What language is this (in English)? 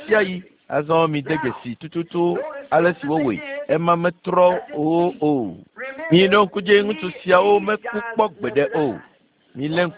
Ewe